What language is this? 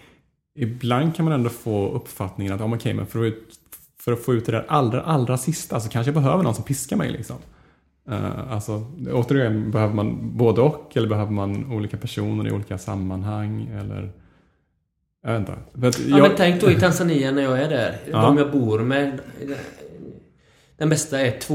Swedish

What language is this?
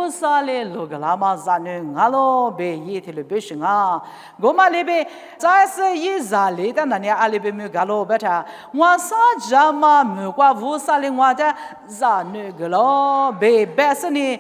Lisu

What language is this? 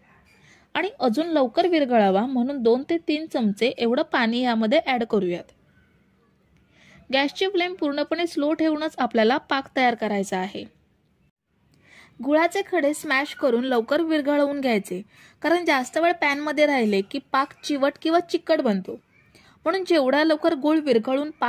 Marathi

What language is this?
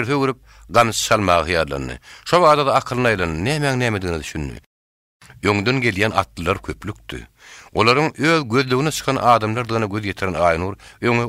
Turkmen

